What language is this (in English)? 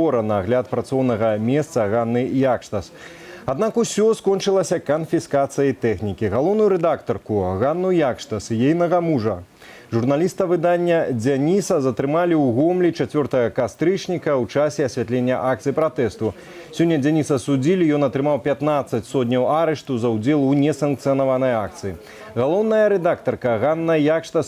Belarusian